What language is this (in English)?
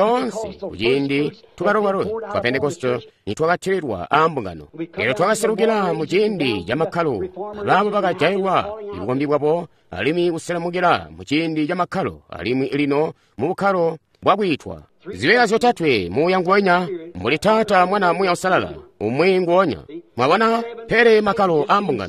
Tonga (Zambia)